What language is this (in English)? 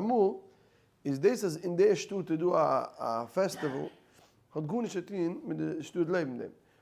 Yiddish